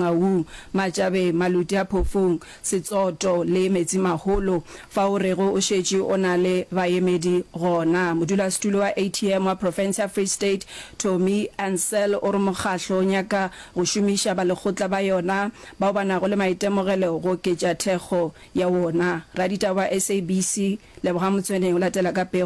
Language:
Northern Sotho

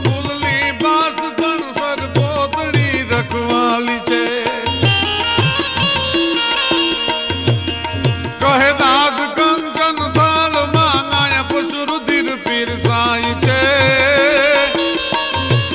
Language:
Gujarati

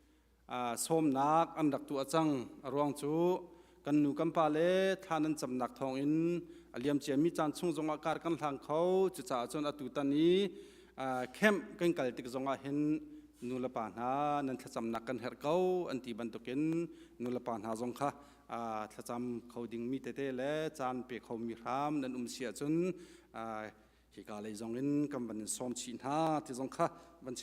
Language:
Hakha Chin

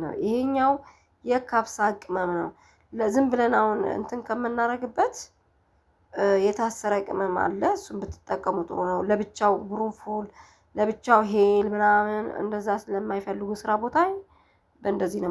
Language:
Amharic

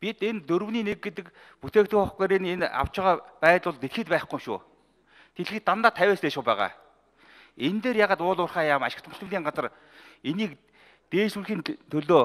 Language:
Mongolian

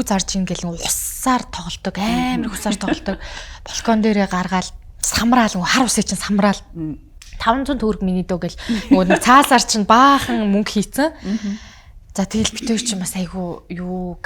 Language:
Mongolian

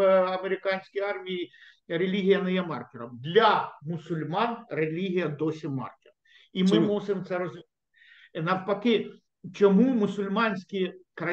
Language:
Ukrainian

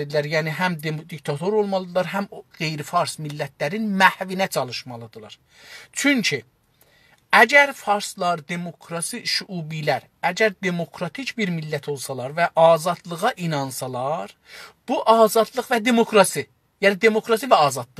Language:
South Azerbaijani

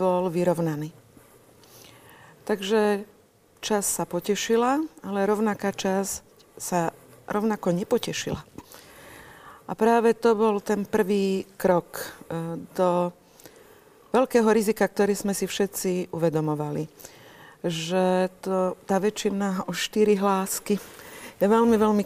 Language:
Slovak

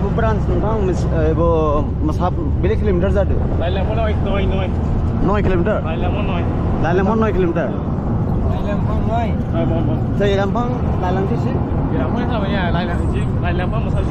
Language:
Dimasa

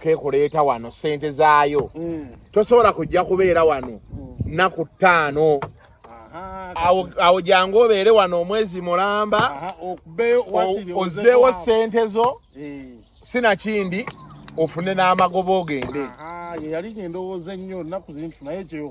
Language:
Ganda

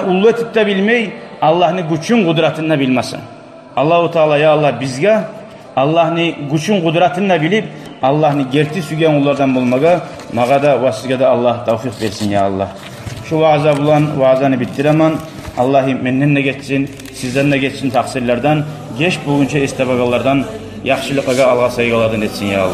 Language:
Kumyk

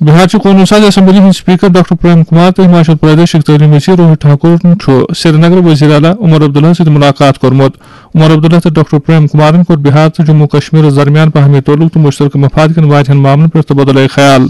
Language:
Kashmiri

